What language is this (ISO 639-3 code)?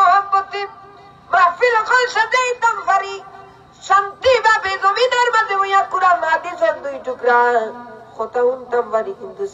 syl